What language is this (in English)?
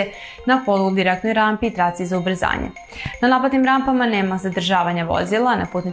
Serbian